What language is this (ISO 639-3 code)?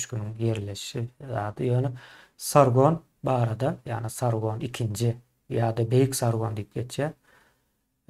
tuk